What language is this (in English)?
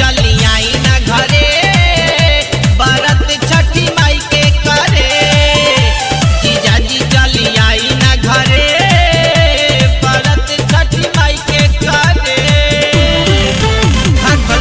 Bhojpuri